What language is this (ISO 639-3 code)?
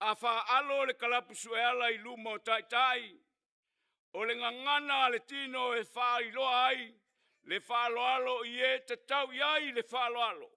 smo